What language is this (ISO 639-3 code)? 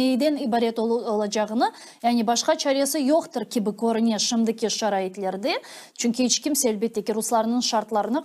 crh